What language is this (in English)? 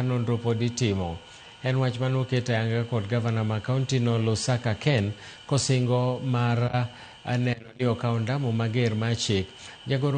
Luo (Kenya and Tanzania)